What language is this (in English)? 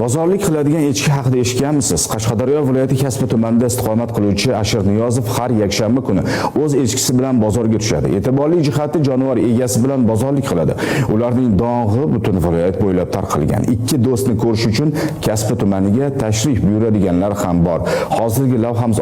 Uzbek